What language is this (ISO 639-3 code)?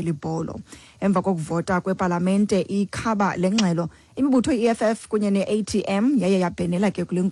xho